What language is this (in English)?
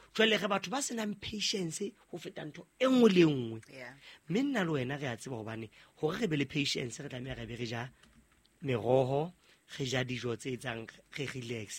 Southern Sotho